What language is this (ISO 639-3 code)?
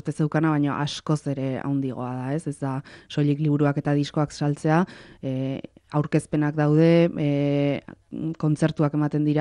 eus